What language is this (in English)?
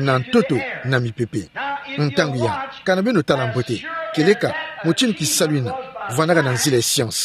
Kituba (Democratic Republic of Congo)